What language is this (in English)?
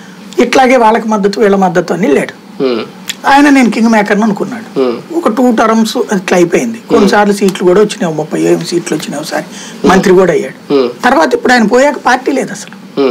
Telugu